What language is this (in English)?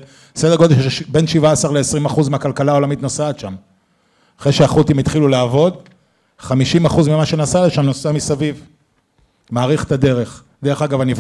Hebrew